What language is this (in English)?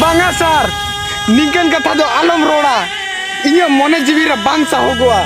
Santali